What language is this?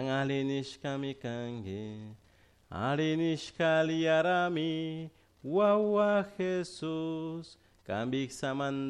Chimborazo Highland Quichua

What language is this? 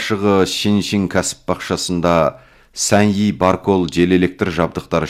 Kazakh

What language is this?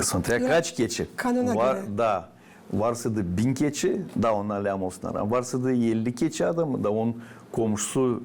Gagauz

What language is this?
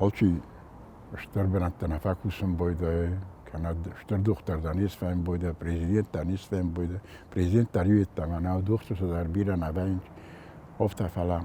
Ossetic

